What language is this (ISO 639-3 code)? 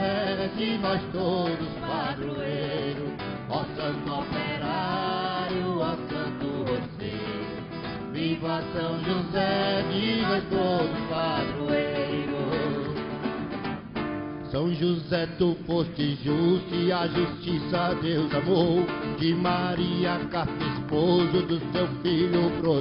por